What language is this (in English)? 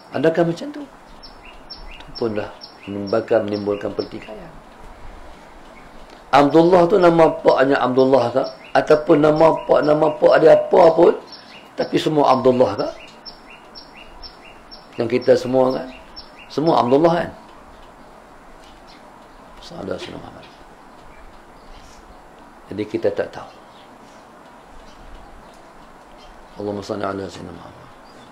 Malay